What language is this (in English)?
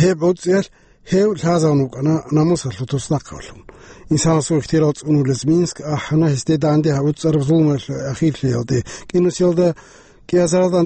Avaric